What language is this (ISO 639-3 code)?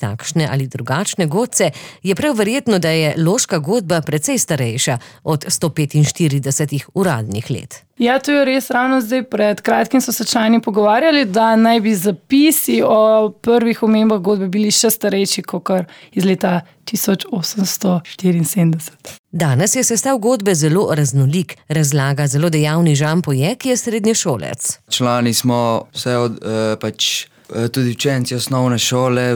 slv